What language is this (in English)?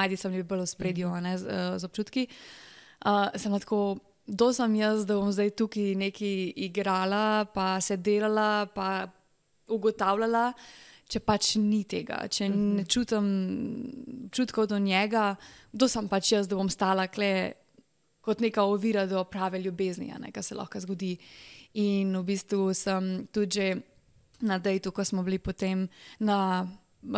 Slovenian